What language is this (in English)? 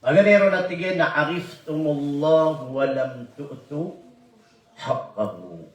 Maranao